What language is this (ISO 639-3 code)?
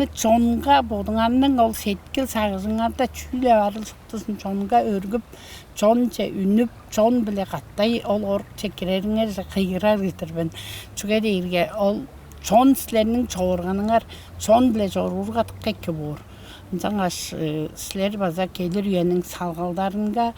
tyv